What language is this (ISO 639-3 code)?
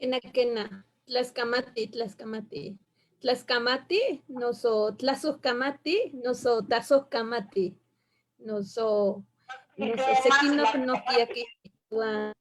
nhe